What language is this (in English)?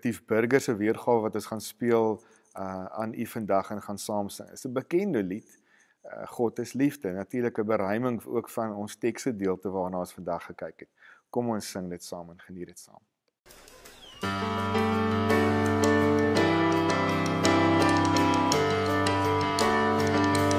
Afrikaans